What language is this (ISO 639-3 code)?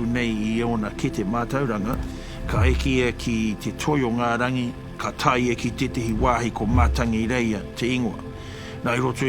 mri